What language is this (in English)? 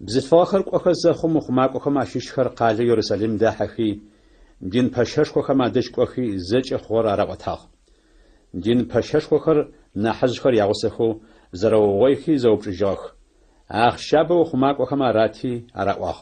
Adyghe